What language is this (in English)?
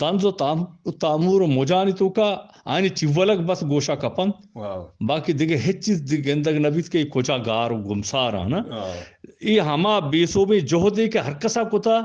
Eastern Balochi